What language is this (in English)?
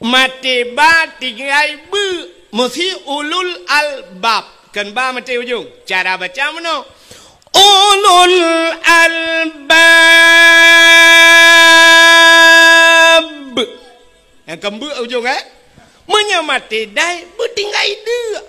Achinese